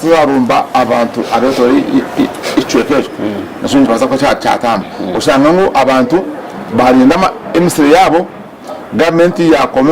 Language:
Nyankole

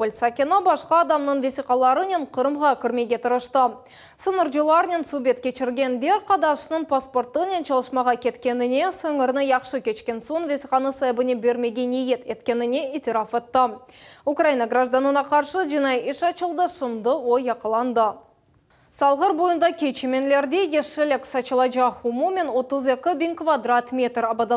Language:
Crimean Tatar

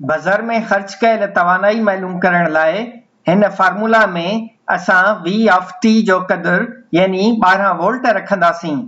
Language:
Sindhi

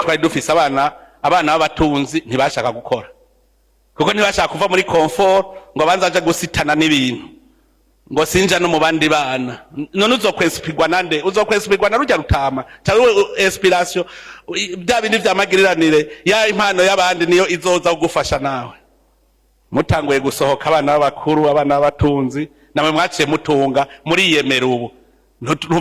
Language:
Rundi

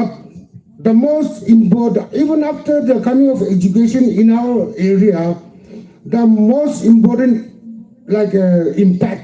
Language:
Yimchungru Naga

